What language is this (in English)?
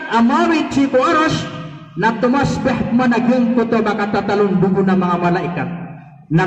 Maranao